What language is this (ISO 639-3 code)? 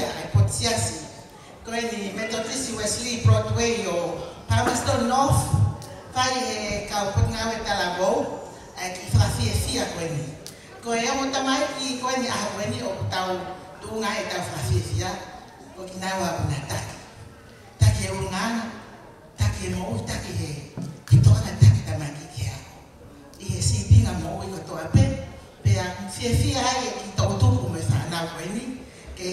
ton